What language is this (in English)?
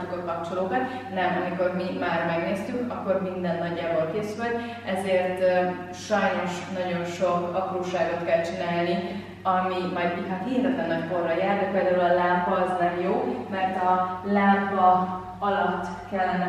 Hungarian